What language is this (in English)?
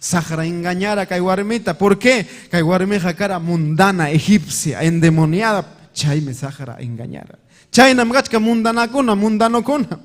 Ayacucho Quechua